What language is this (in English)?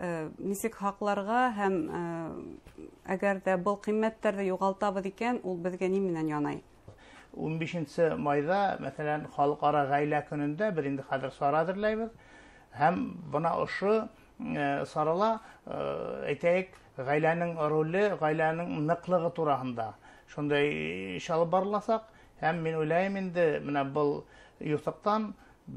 Bashkir